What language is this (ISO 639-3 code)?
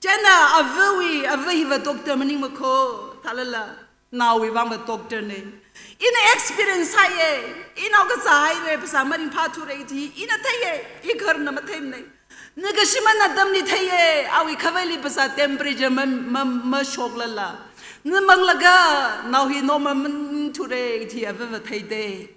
nmf